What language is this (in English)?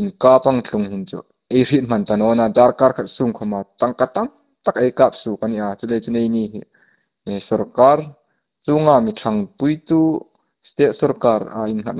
Hmar